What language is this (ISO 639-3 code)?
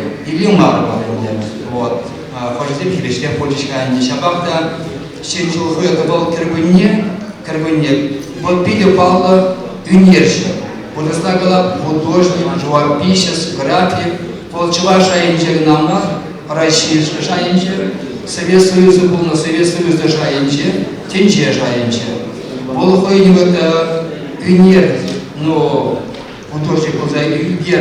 chv